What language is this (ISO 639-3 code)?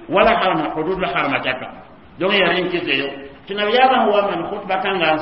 mos